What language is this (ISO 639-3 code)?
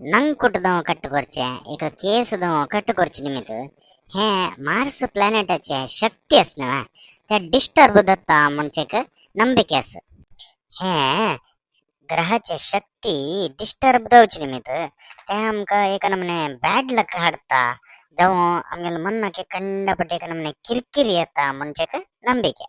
kok